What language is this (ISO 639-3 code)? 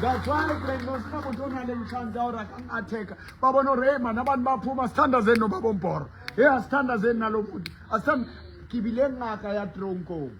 sot